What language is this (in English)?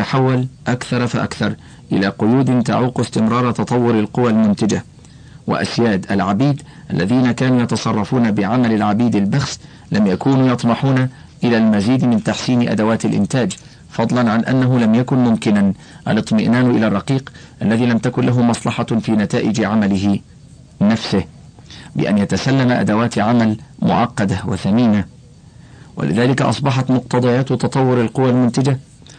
Arabic